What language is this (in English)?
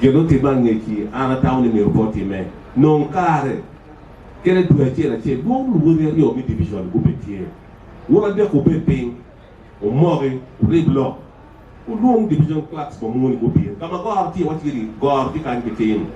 Acoli